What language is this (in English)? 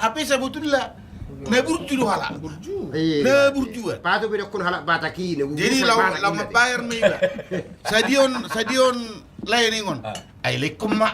Batak Toba